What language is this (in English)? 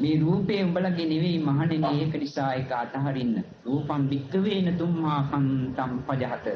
Sinhala